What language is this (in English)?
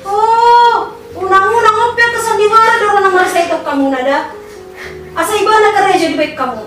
Batak Toba